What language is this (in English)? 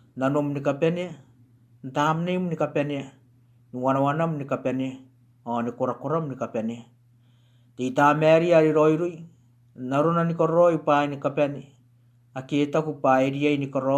Gilbertese